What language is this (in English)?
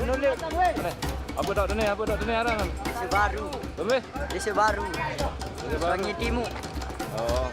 Sasak